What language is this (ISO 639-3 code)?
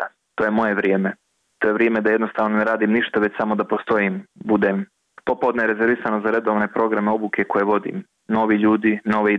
bos